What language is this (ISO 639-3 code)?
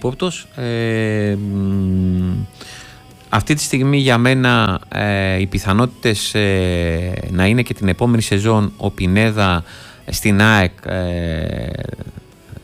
ell